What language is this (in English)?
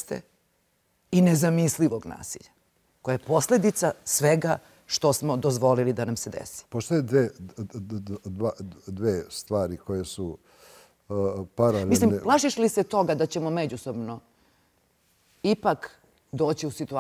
Serbian